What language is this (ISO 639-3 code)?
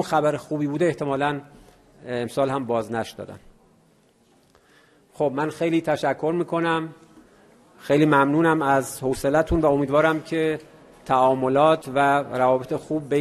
fas